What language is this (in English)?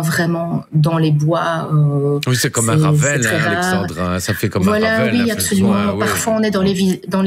French